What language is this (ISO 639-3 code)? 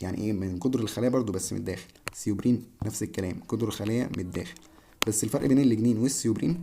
arz